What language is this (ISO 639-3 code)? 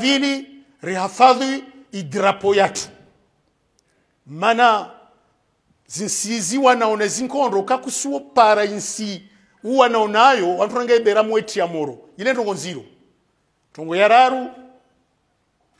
swa